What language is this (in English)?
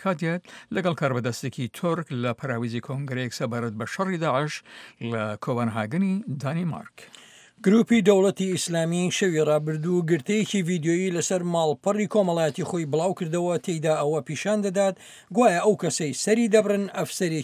Central Kurdish